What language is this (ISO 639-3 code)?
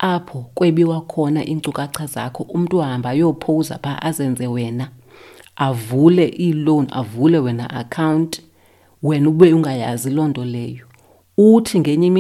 xho